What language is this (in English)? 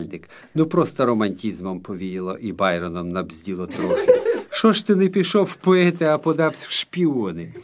Ukrainian